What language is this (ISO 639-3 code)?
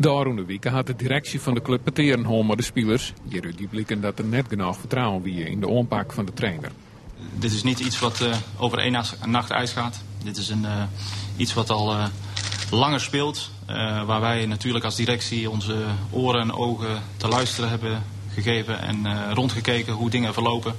fry